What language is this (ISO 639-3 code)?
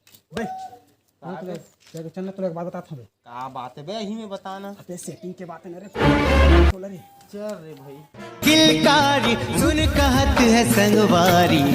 hne